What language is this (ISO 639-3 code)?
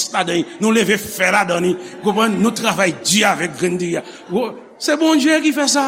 hat